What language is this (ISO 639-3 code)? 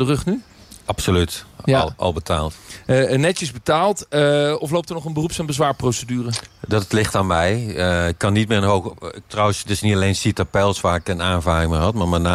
nld